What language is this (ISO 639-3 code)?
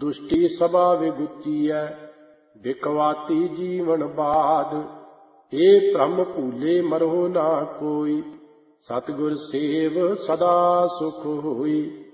pan